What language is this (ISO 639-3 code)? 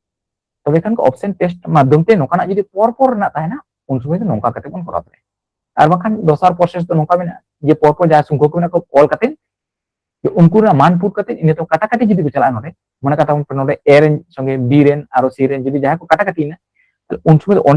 sat